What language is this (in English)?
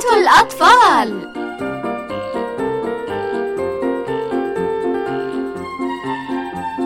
Arabic